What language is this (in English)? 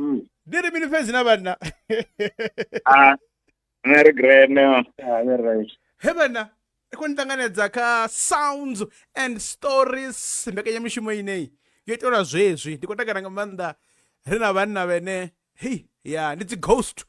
Venda